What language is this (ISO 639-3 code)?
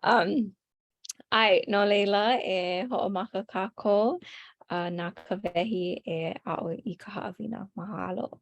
haw